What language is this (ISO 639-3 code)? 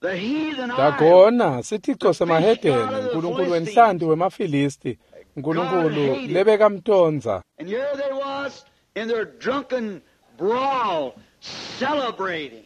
ssw